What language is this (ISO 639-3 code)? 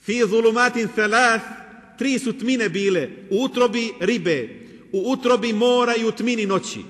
bos